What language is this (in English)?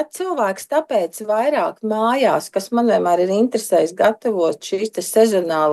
Latvian